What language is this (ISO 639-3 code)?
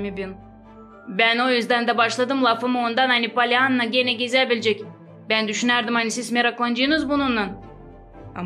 gag